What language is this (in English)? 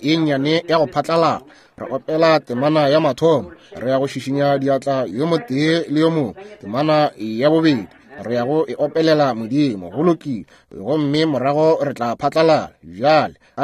Northern Sotho